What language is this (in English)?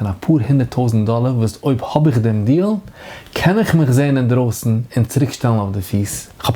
Yiddish